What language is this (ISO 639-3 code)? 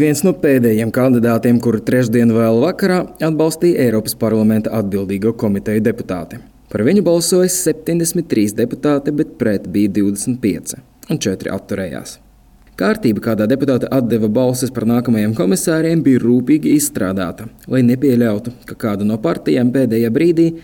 lav